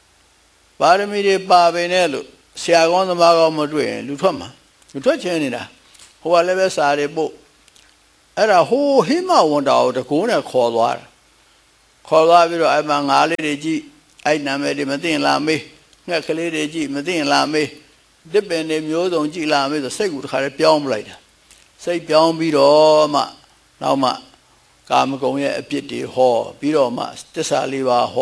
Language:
Burmese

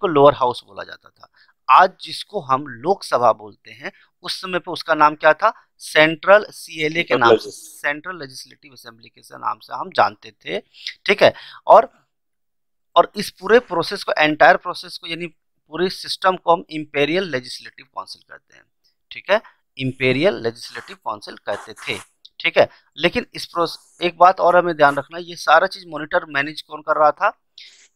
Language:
Hindi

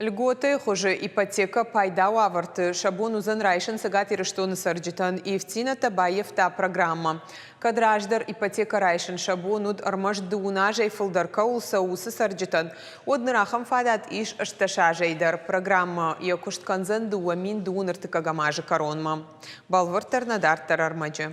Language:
Ossetic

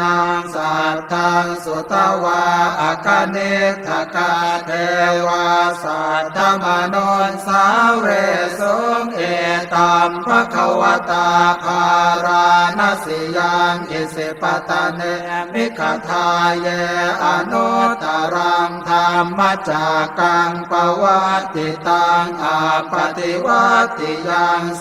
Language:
Pali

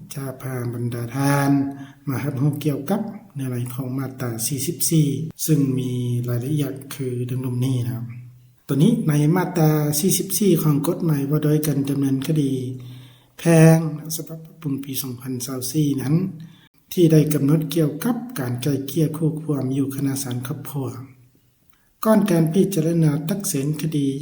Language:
Lao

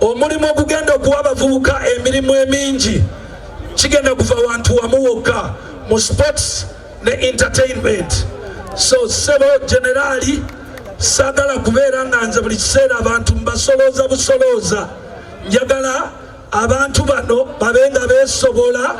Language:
Ganda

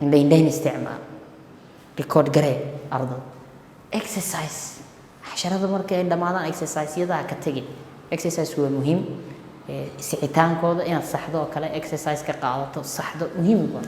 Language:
Somali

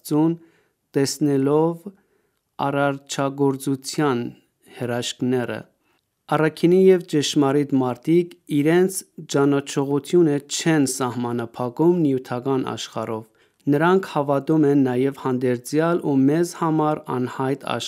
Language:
Armenian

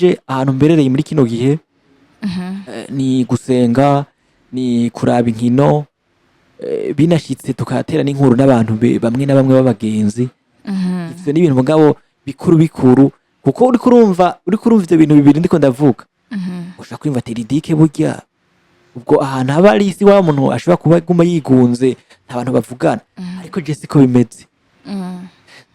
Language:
Rundi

